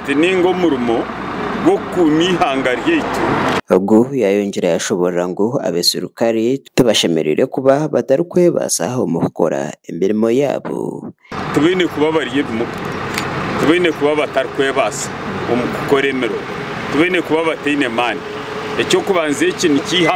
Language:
Nyankole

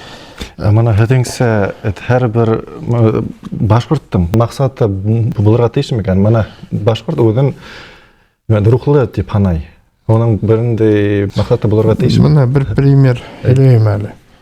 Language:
Bashkir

